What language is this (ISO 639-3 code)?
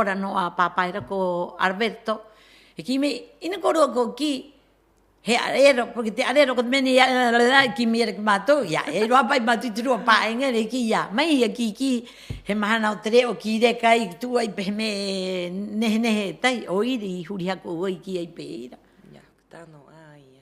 rap